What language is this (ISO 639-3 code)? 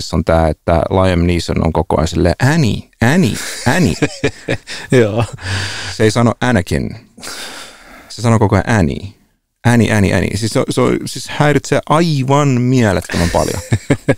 fin